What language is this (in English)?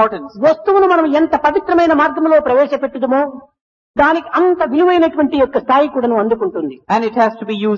Telugu